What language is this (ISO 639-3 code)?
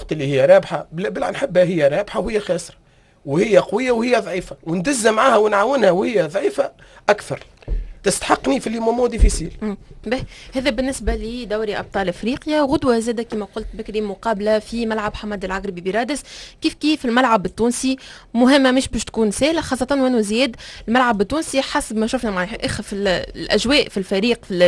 aeb